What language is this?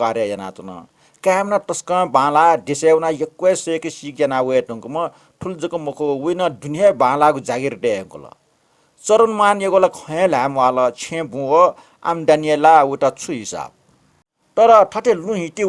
Newari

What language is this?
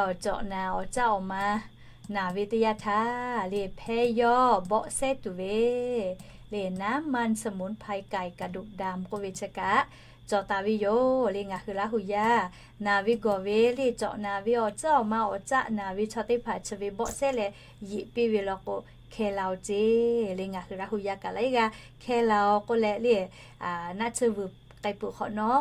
Lahu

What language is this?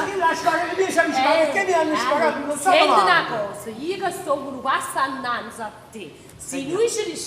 Neapolitan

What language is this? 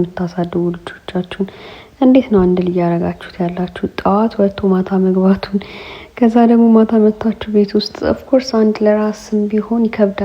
Amharic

